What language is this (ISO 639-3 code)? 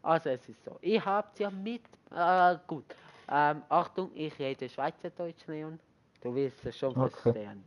gsw